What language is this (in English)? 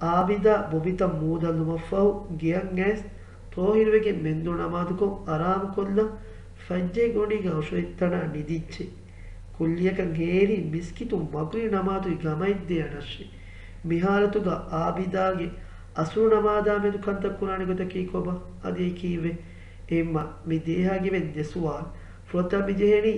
Divehi